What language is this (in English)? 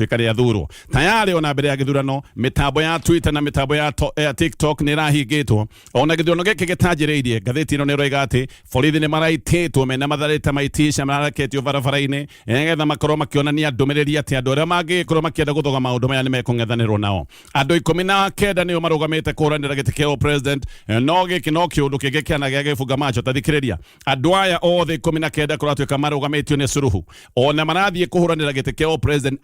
Kikuyu